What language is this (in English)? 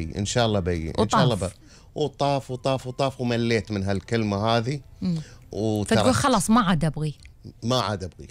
Gulf Arabic